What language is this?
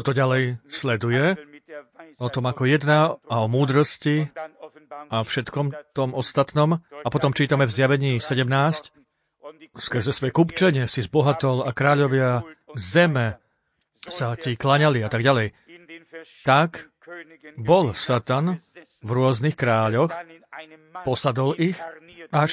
Slovak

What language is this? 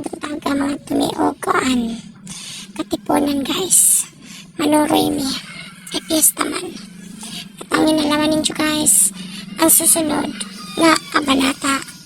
Cebuano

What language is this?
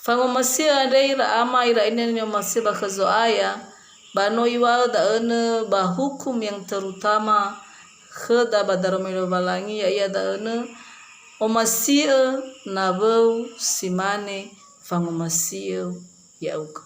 Nias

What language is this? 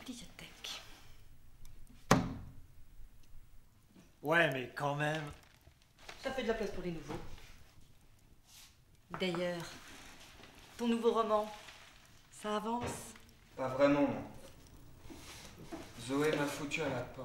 French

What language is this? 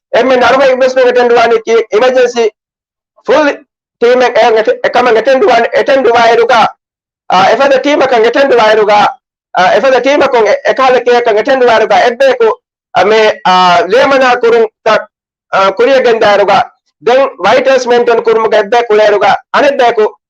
Divehi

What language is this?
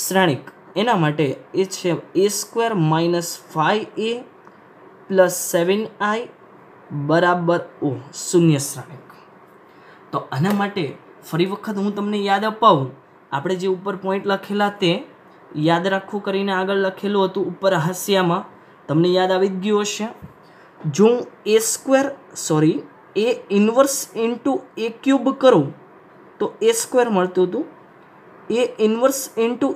Gujarati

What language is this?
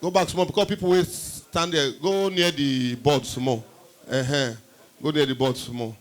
Nigerian Pidgin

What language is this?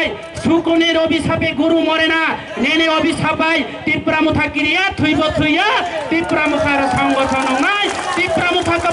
Kok Borok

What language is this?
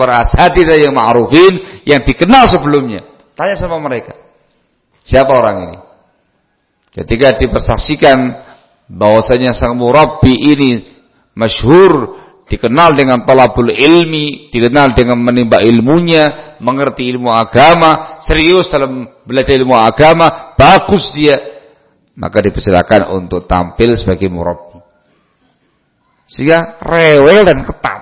Indonesian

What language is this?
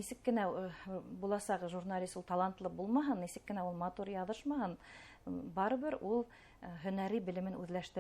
Bashkir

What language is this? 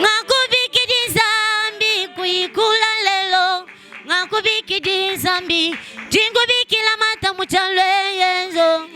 Luba-Lulua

